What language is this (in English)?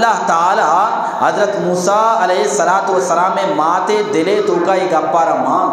Eastern Balochi